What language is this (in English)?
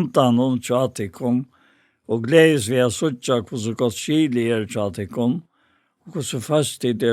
Faroese